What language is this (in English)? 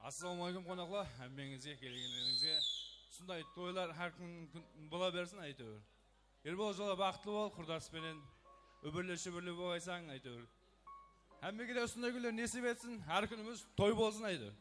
Kara-Kalpak